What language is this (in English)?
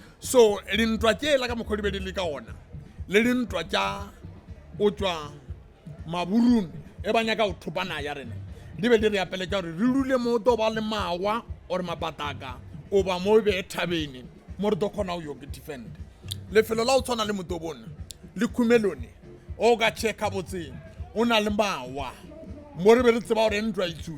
Northern Sotho